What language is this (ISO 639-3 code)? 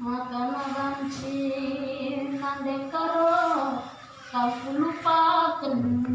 btx